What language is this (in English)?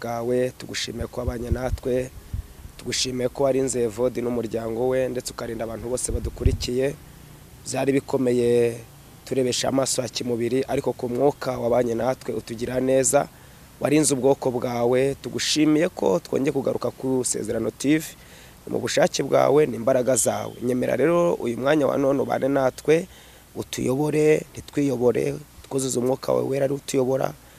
Kinyarwanda